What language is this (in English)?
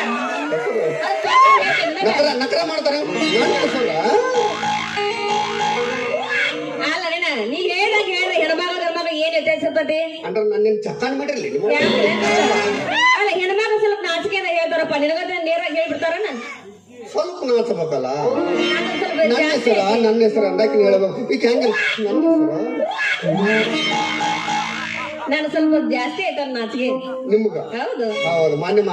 Kannada